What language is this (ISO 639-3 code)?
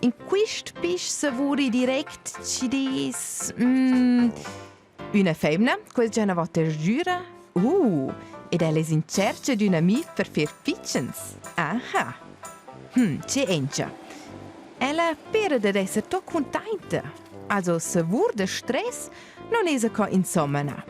roh